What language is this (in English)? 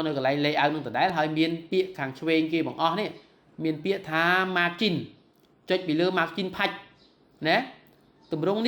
Khmer